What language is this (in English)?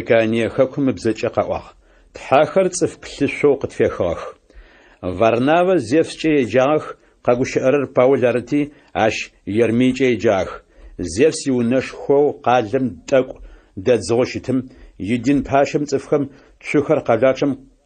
Adyghe